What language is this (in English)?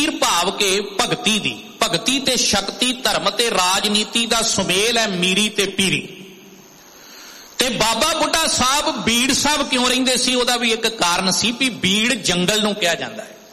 Punjabi